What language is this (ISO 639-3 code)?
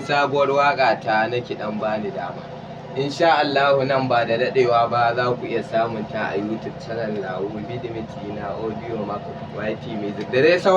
hau